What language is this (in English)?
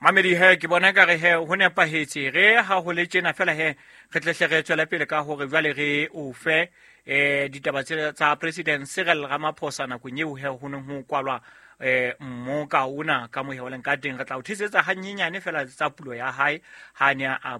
Southern Sotho